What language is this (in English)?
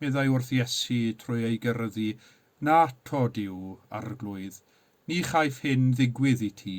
Welsh